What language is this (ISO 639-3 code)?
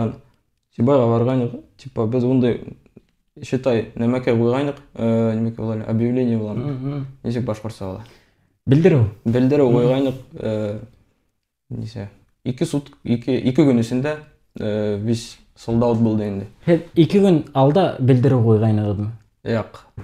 bak